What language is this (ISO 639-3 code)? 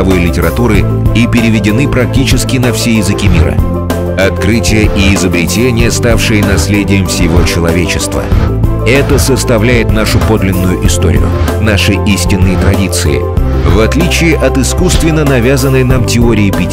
rus